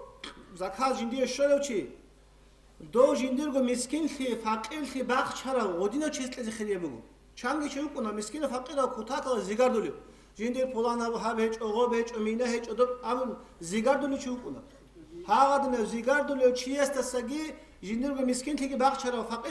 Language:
Avaric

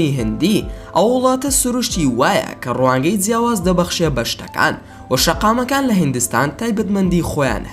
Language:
Central Kurdish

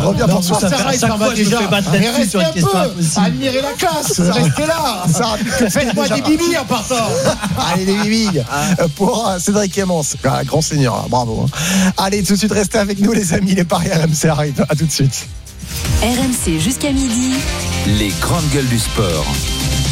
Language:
French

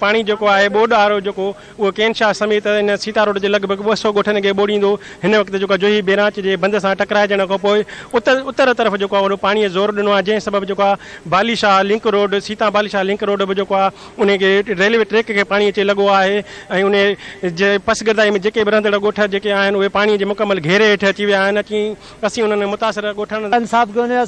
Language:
Sindhi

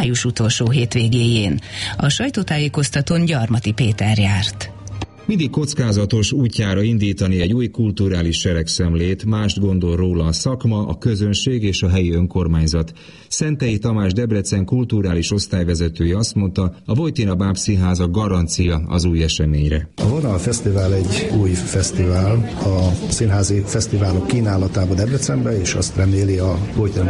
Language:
Hungarian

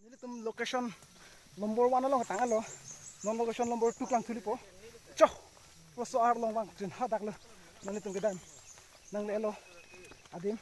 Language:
Karbi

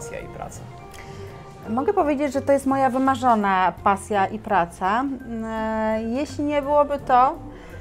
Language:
Polish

